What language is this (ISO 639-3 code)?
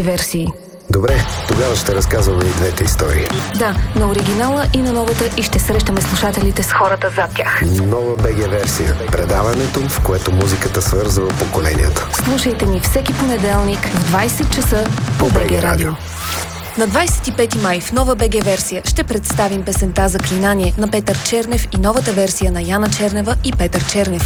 bul